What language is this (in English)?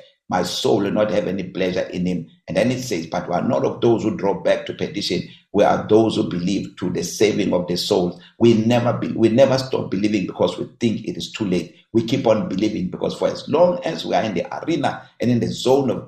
English